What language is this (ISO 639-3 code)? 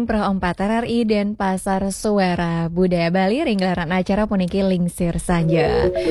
ban